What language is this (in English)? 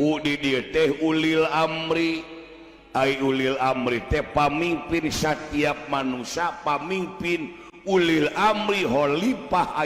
Sundanese